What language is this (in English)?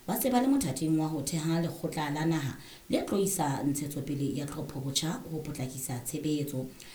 Southern Sotho